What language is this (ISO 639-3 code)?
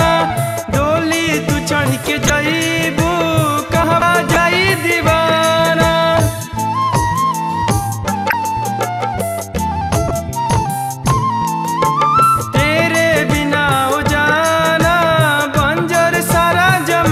bho